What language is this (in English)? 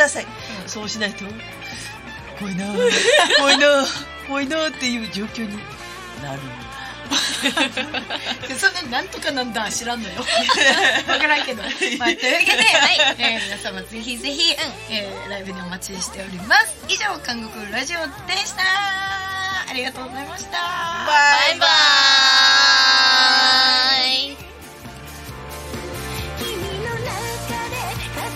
Japanese